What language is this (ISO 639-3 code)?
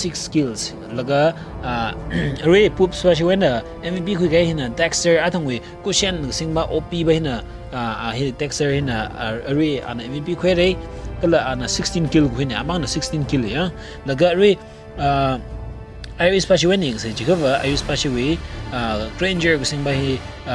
nmf